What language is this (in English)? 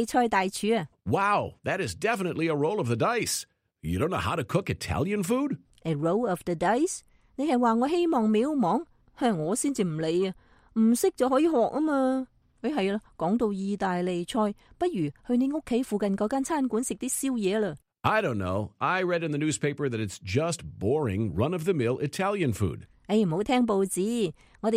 Cantonese